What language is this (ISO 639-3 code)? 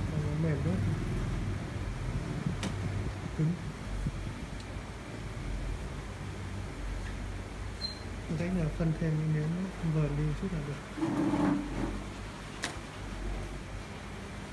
vie